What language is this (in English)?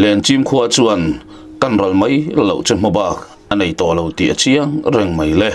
Mizo